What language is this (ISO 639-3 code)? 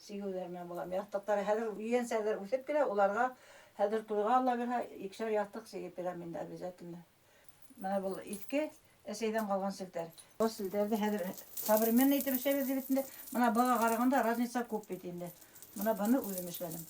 bak